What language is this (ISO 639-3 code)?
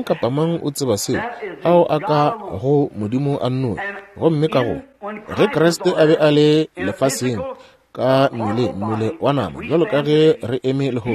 nso